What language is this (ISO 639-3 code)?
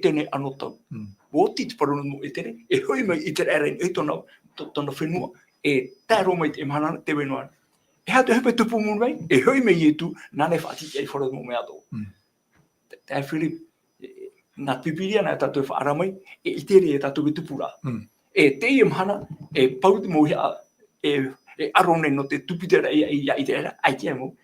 tah